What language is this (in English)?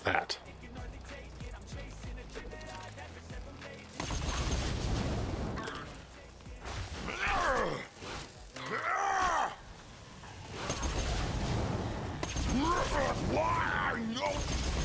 English